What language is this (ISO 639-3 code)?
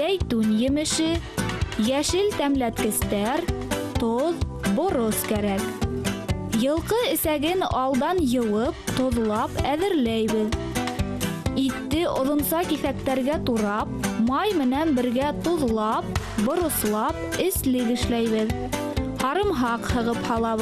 bak